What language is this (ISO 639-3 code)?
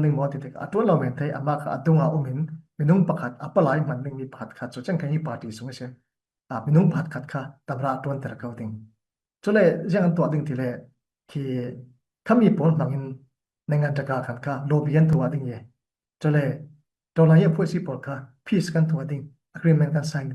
cfm